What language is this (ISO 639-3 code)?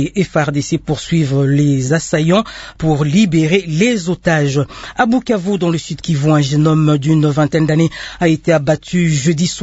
fra